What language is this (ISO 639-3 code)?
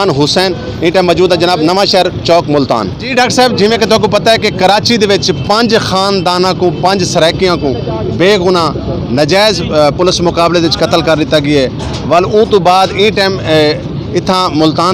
skr